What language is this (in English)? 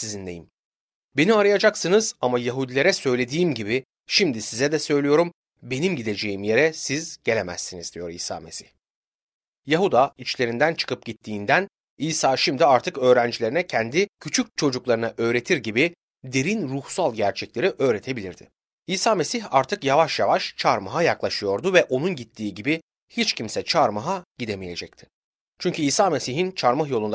Turkish